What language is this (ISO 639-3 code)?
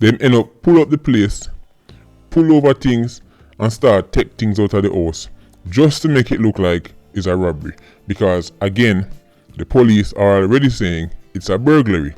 jam